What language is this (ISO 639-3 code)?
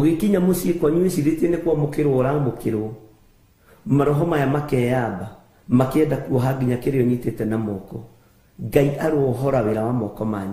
kik